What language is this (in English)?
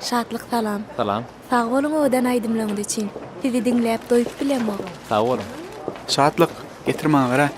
Turkmen